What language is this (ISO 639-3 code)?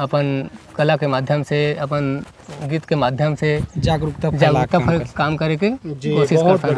hne